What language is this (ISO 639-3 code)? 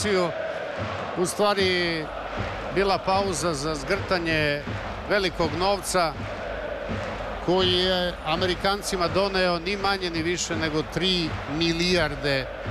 srp